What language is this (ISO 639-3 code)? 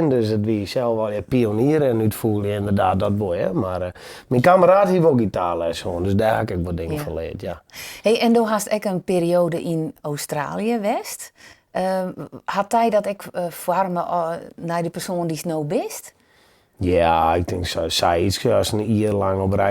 fry